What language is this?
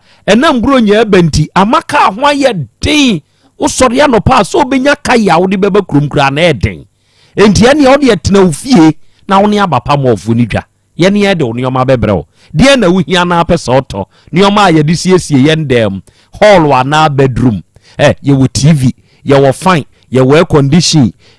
Akan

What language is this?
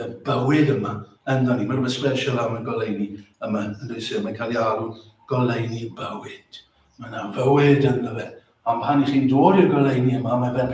Welsh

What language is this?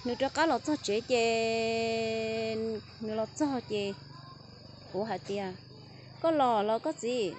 Hmong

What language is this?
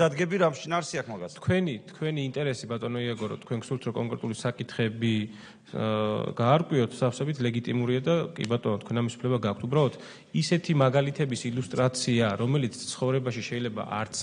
Georgian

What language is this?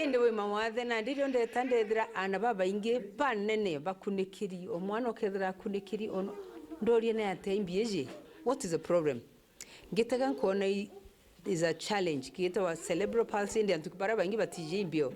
Meru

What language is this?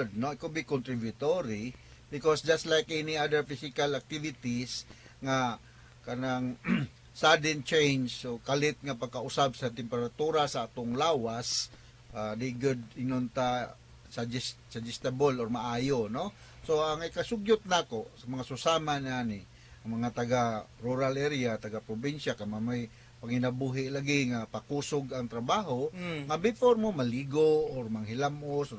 Cebuano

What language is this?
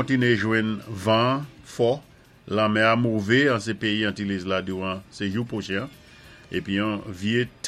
Saint Lucian Creole French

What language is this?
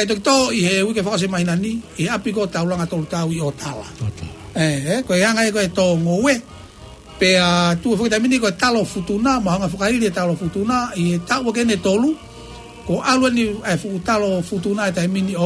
Tongan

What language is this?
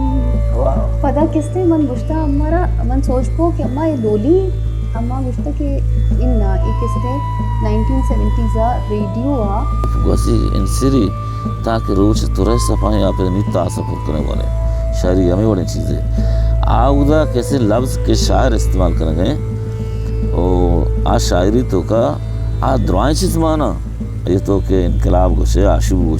Baluchi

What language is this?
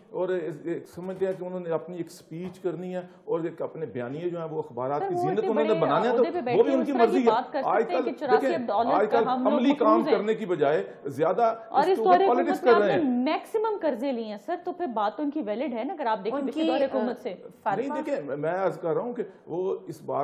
Urdu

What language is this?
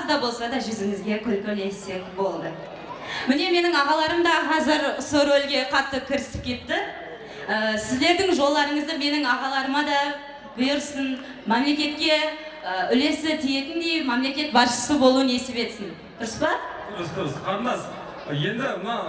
Kara-Kalpak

